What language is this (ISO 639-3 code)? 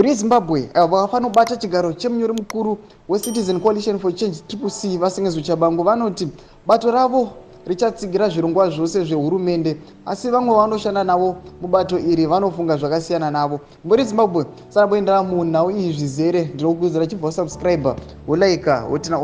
sna